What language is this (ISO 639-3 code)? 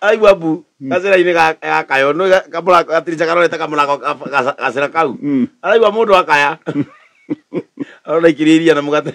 kik